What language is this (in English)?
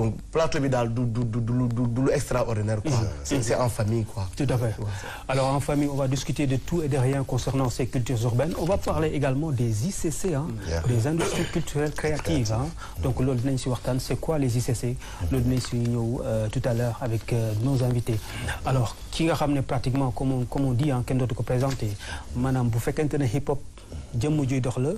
Wolof